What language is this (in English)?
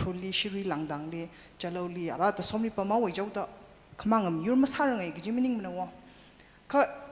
Tangkhul Naga (India)